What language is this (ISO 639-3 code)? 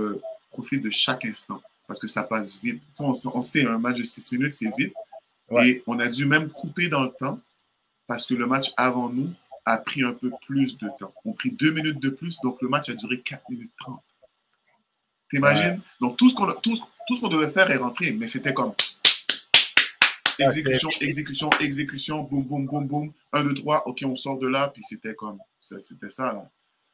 fra